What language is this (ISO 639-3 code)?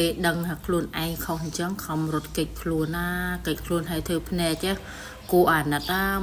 khm